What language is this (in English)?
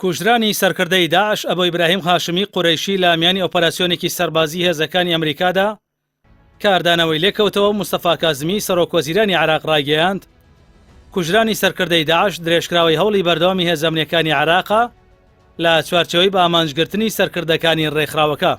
Central Kurdish